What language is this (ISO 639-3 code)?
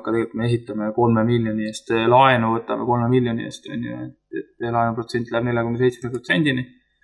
est